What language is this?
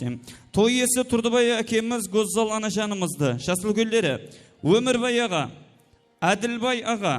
Kara-Kalpak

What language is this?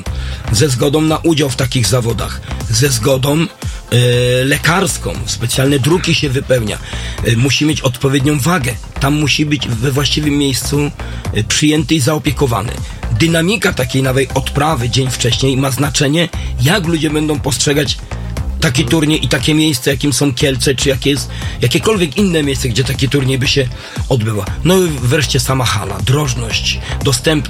Polish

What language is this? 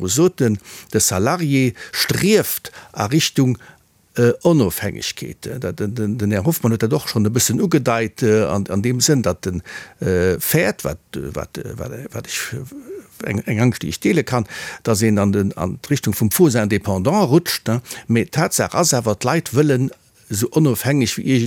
Luxembourgish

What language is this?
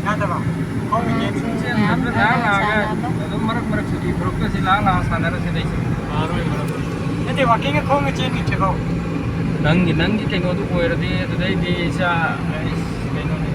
Manipuri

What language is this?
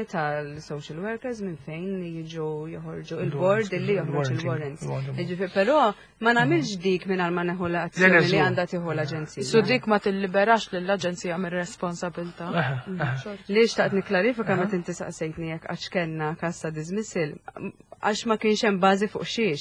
Maltese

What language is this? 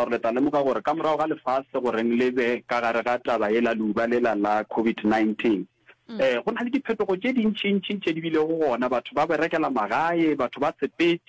Northern Sotho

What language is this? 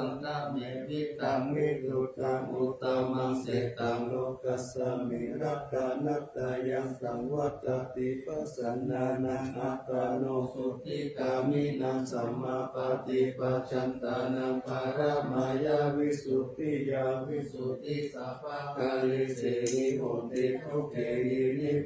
Pali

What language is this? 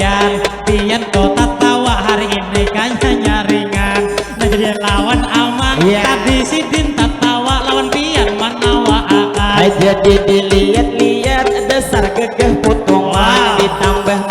Banjar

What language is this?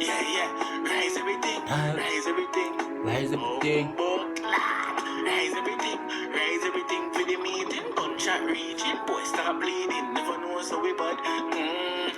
Jamaican Creole English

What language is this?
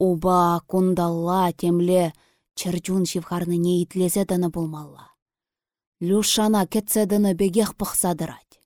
Chuvash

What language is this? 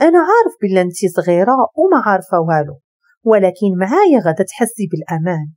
Moroccan Arabic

